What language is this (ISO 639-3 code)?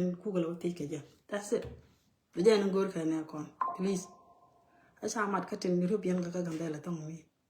nus